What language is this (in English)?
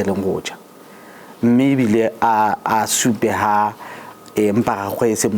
Tswana